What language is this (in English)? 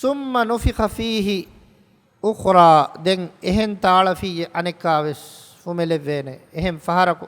Divehi